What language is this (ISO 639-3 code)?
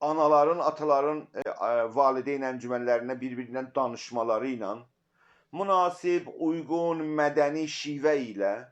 azb